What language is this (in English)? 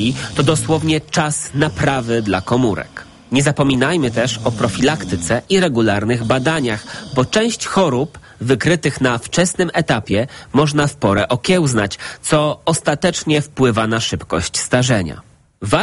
Polish